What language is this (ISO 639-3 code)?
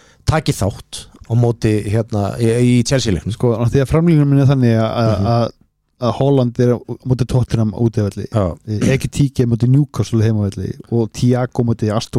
isl